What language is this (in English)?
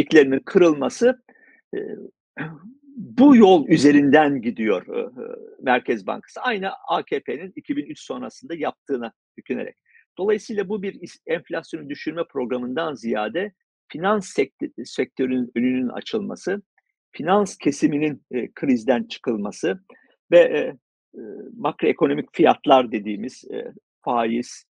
Turkish